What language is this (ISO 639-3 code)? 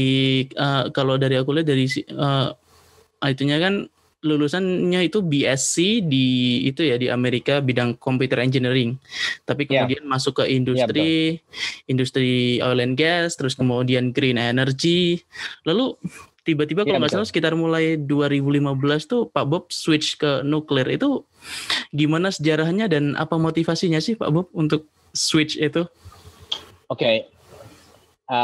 ind